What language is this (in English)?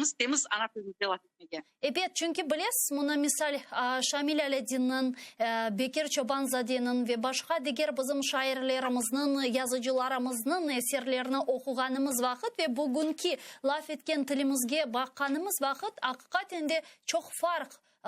Crimean Tatar